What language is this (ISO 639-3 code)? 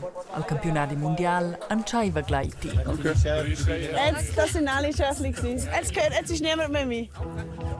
roh